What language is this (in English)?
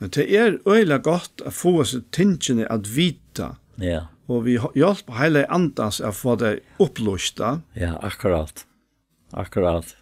Faroese